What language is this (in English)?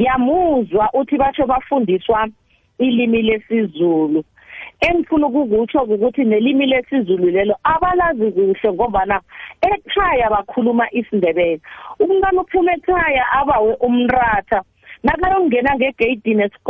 South Ndebele